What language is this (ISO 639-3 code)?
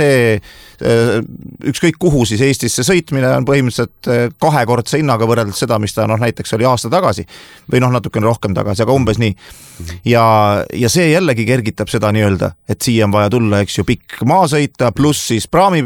est